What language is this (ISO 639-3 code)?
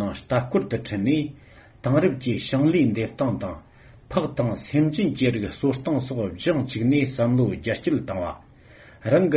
bod